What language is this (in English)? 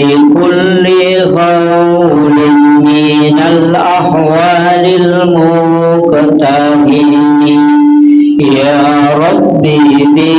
Buginese